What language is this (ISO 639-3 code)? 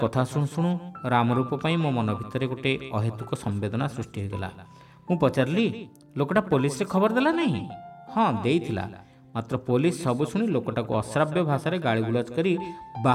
ori